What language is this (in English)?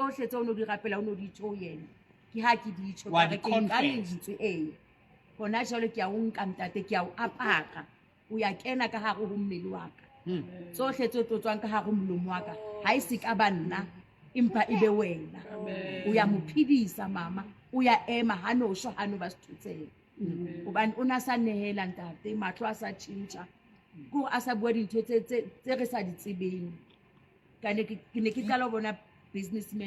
Southern Sotho